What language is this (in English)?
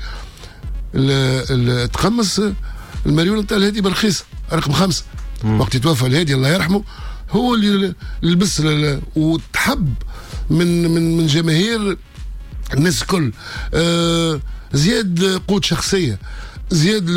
Tunisian Arabic